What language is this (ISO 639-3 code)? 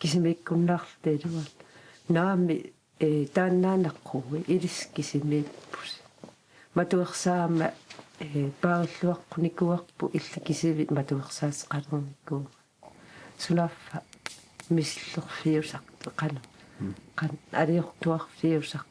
kal